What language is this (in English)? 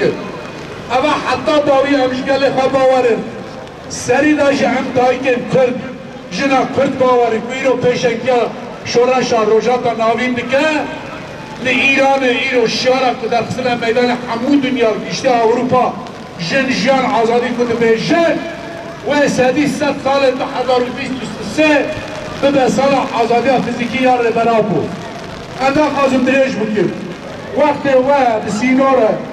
Kurdish